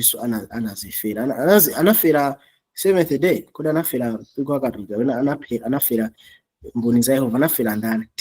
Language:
Nyanja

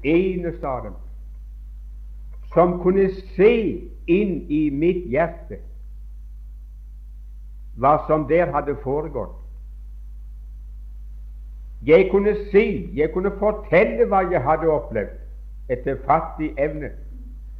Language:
Norwegian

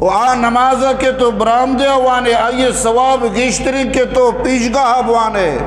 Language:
Eastern Balochi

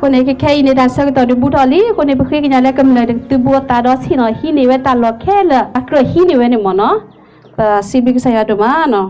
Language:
S'gaw Karen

